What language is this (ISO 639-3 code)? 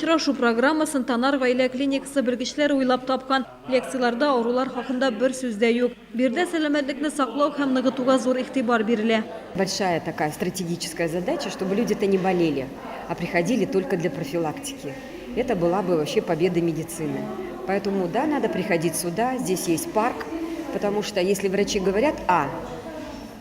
tat